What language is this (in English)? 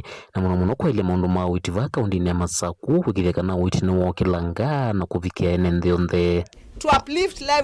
Kamba